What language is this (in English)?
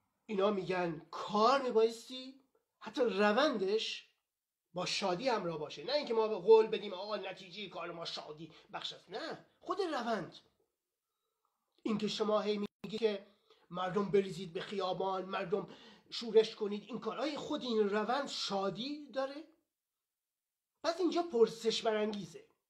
Persian